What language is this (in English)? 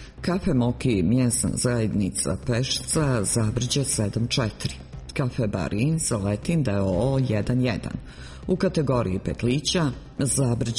Serbian